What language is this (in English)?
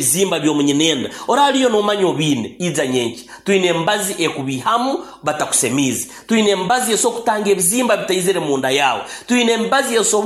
Nyoro